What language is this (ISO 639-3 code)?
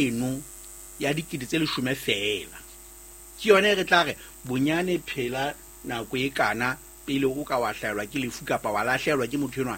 sot